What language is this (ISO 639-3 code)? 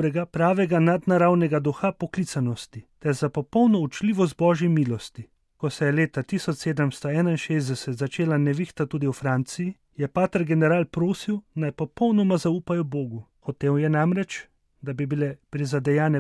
slv